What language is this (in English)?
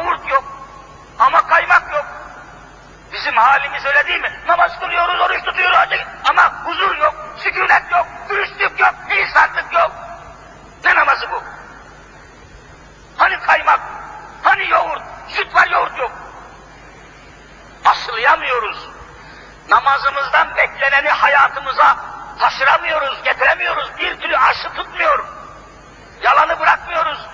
Turkish